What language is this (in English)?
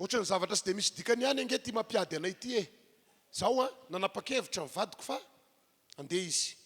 Malagasy